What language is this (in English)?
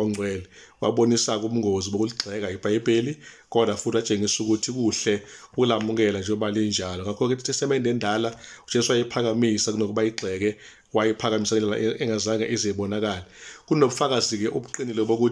Zulu